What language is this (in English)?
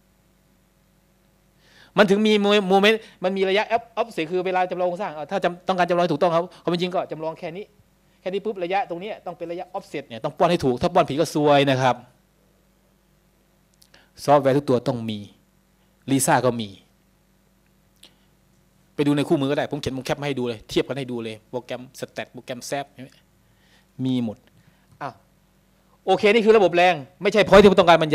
Thai